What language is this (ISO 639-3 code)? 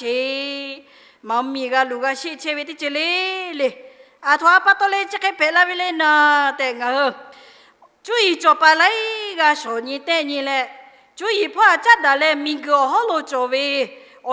lhu